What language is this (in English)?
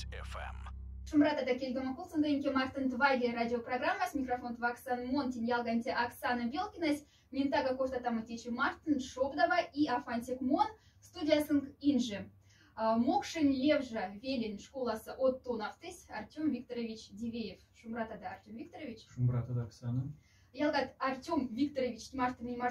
Moksha